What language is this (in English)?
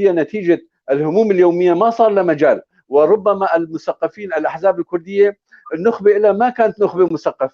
North Levantine Arabic